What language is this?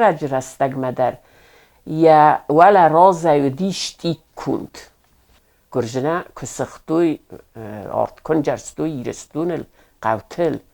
Ossetic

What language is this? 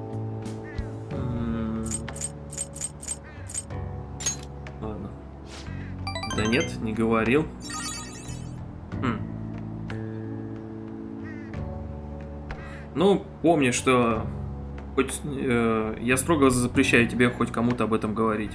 Russian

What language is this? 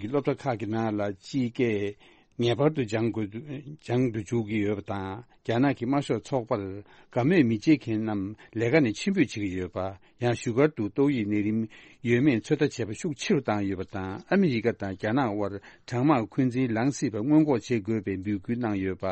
Tibetan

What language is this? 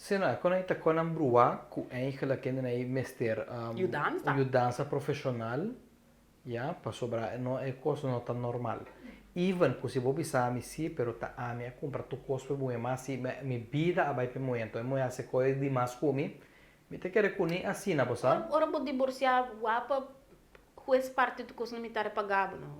Papiamento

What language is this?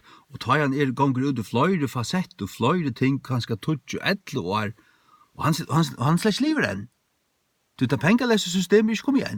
Faroese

